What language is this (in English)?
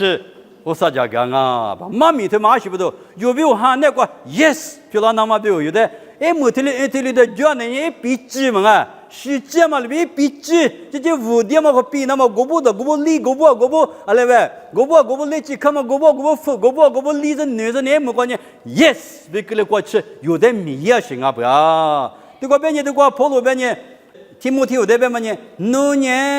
Lisu